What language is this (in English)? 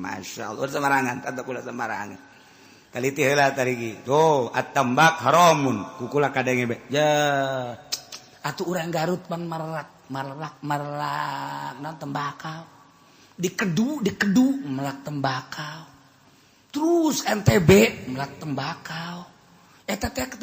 Sundanese